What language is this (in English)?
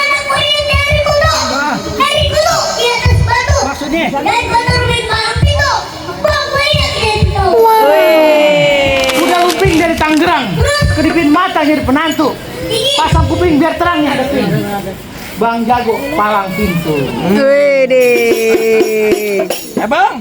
Betawi